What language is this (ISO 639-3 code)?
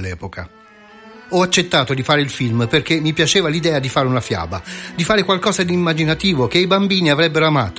ita